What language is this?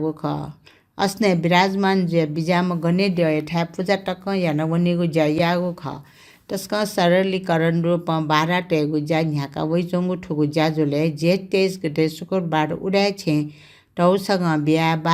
Newari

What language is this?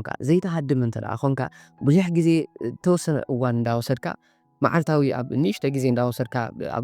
Tigrinya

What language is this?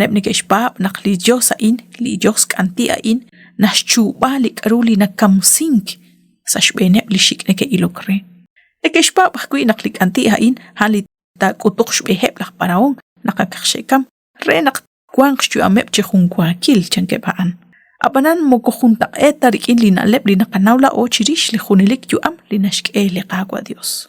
Kekchí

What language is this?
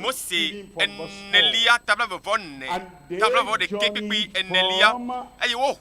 Ewe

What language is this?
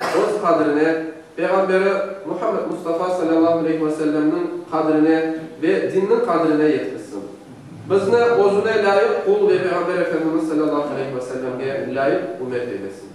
Crimean Tatar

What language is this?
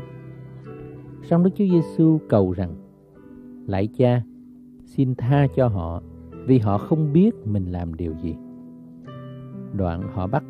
Vietnamese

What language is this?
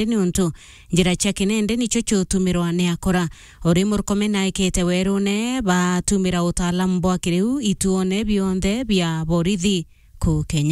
Meru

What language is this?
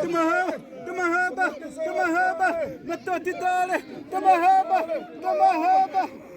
Xavánte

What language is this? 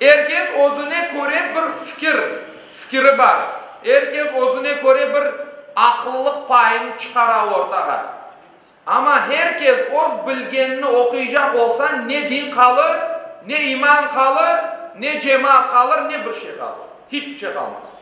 Crimean Tatar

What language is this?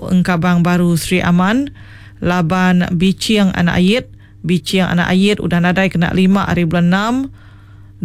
Iban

